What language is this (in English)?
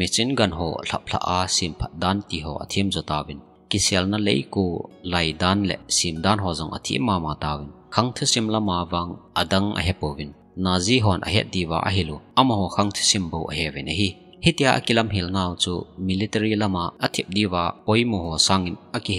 Thado Chin